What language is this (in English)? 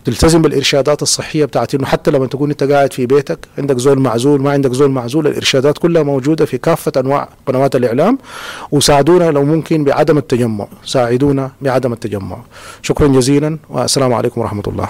Sudanese Arabic